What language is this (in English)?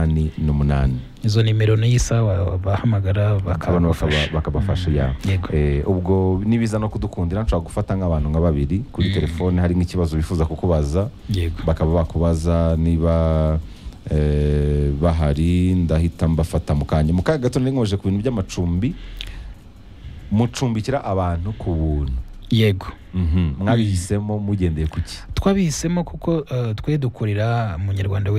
Kinyarwanda